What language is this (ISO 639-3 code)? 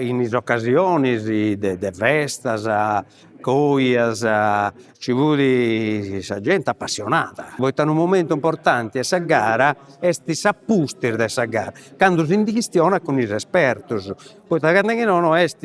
srd